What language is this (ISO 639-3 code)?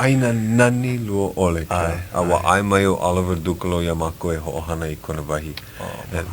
haw